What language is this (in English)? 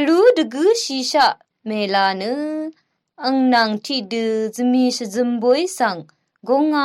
Rawang